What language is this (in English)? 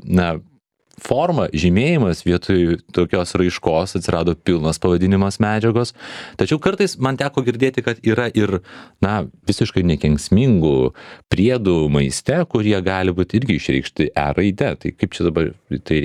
Lithuanian